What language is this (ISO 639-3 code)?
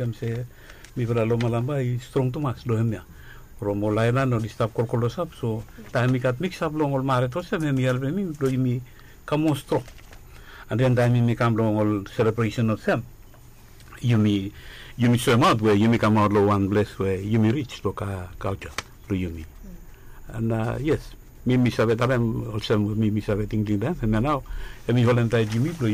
bis